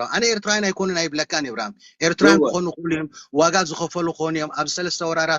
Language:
Tigrinya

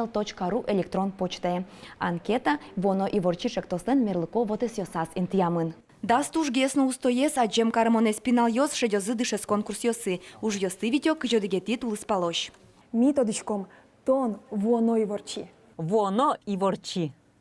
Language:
Udmurt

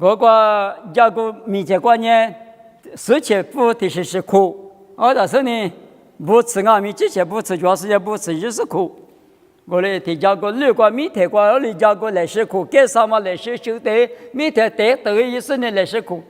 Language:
Lisu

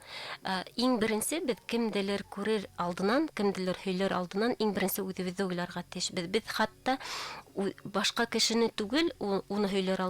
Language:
Bashkir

